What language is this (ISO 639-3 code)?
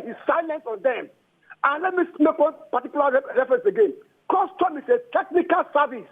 pcm